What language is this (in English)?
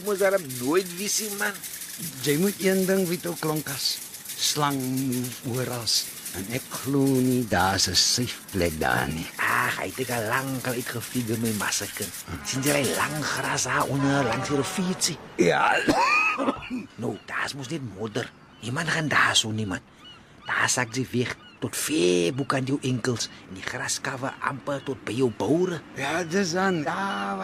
Afrikaans